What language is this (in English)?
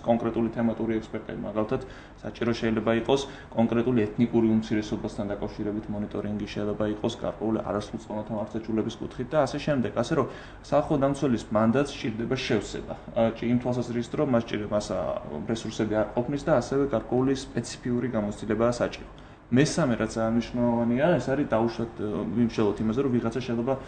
Georgian